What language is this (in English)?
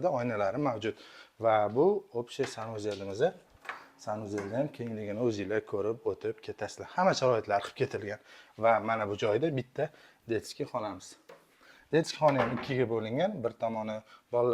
Uzbek